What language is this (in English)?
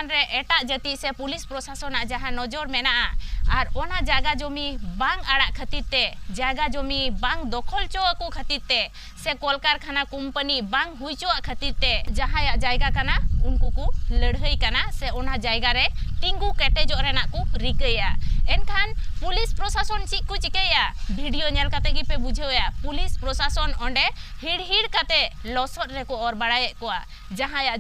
Santali